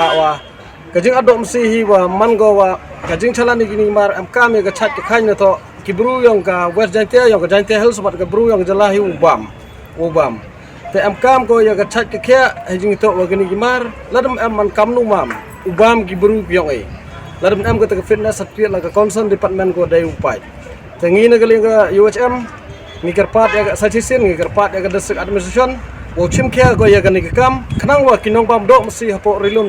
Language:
Khasi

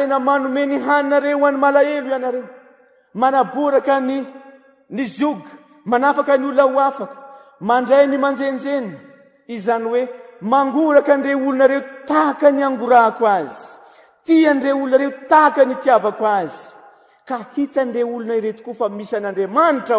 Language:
Malagasy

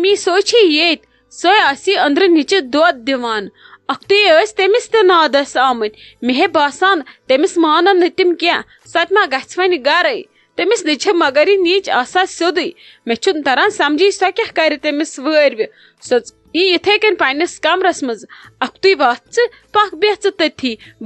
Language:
Kashmiri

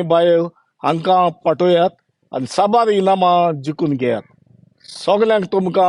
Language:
Konkani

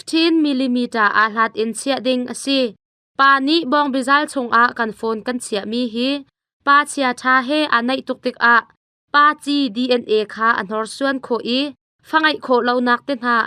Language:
Hakha Chin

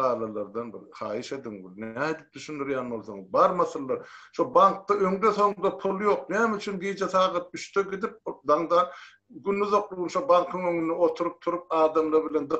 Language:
Turkmen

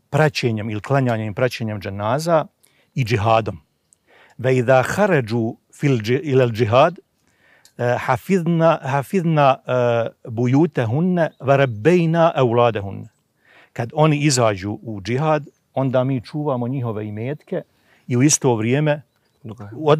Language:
Bosnian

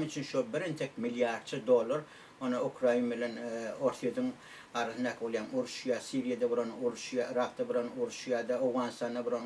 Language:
Turkmen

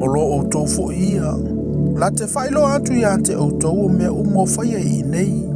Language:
Samoan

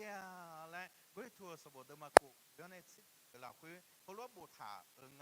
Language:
Akha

